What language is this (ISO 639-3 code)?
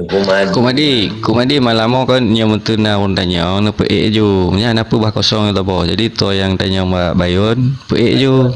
ace